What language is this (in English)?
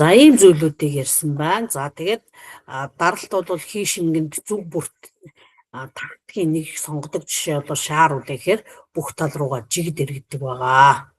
Mongolian